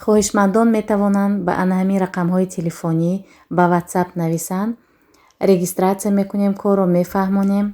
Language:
Tajik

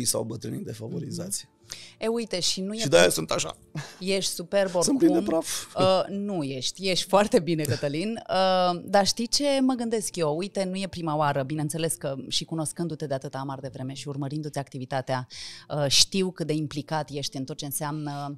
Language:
Romanian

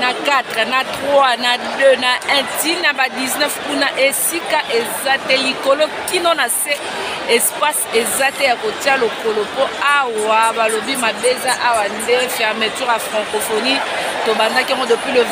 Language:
Lingala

